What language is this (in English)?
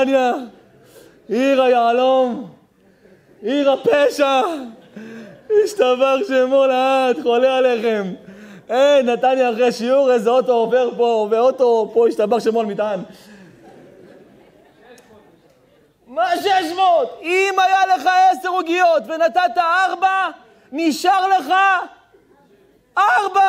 Hebrew